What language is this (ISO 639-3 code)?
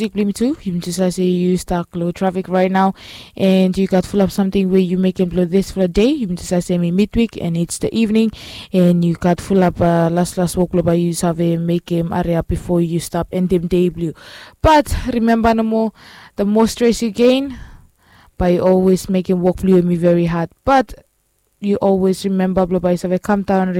bis